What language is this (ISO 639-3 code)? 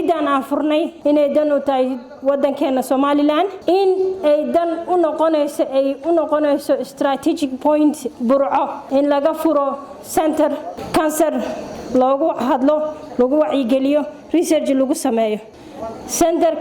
som